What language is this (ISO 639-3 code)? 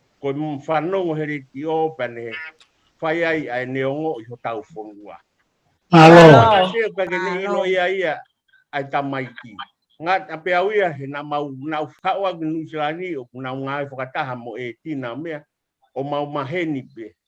ton